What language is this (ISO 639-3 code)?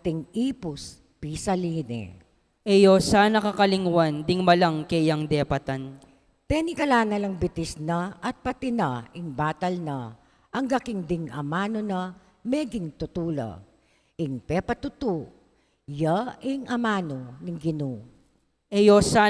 pam